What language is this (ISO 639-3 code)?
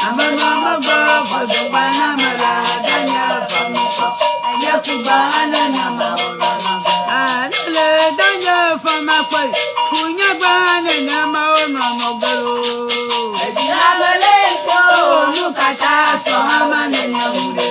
ewe